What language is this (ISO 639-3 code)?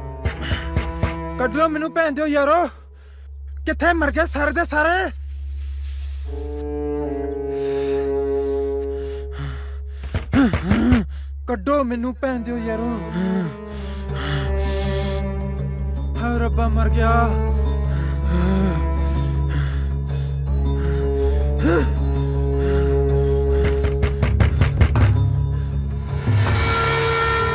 pan